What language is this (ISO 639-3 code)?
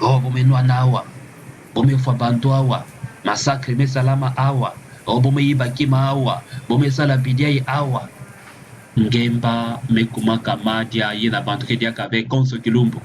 ktu